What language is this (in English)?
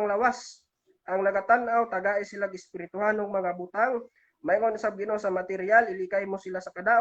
Cebuano